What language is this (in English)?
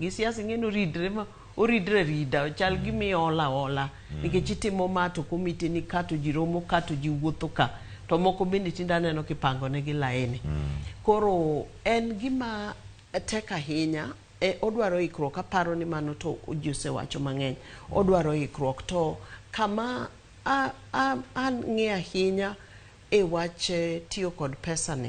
Luo (Kenya and Tanzania)